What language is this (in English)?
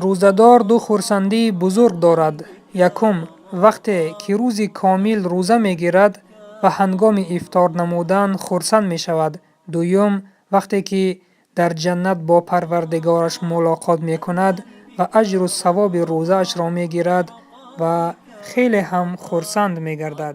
Tajik